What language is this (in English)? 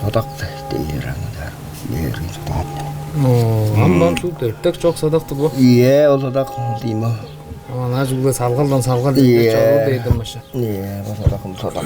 Tuvinian